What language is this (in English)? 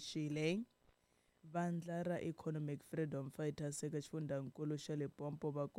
Tsonga